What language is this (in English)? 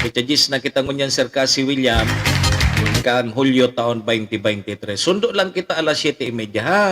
Bikol